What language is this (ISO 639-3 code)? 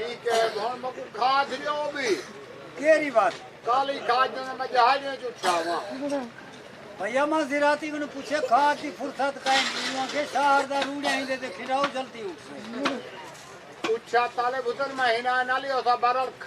skr